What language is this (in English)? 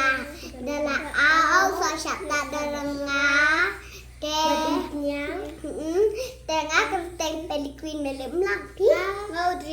Khasi